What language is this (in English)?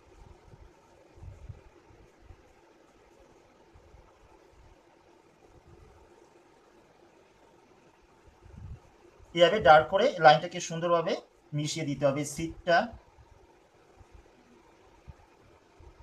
Bangla